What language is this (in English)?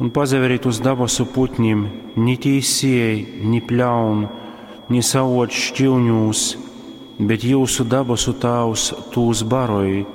Latgalian